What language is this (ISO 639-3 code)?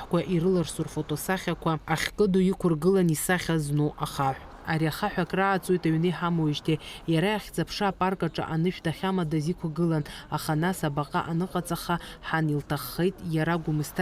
abk